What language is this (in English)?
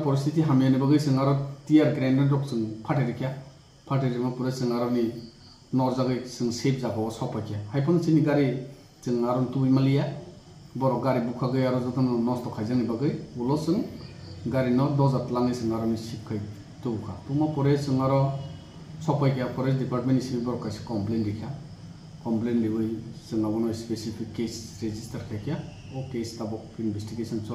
Kok Borok